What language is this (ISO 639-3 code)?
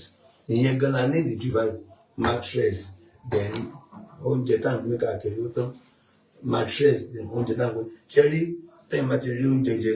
yor